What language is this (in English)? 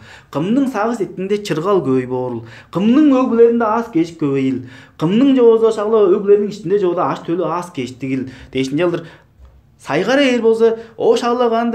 Tuvinian